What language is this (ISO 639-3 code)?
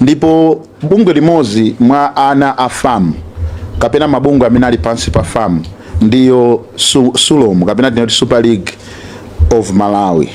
nya